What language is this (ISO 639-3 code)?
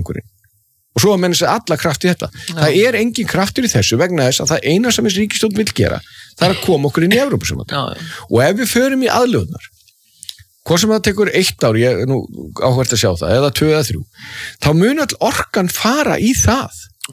isl